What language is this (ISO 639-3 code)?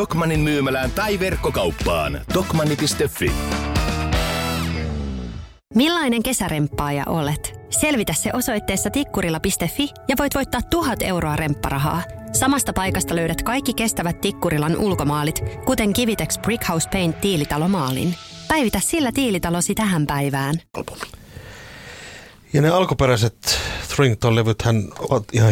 fin